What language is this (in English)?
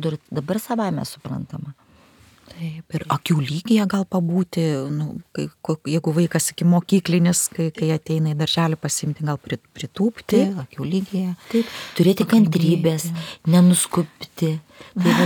Lithuanian